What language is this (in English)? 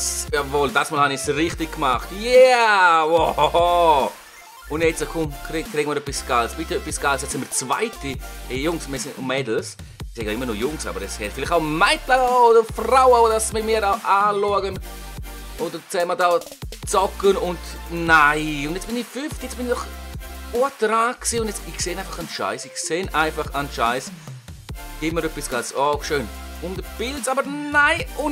Swiss German